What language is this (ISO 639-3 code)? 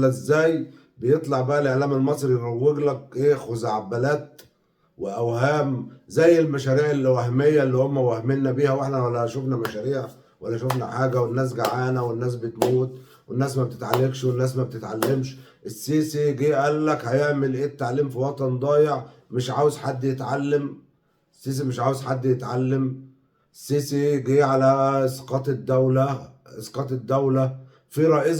arz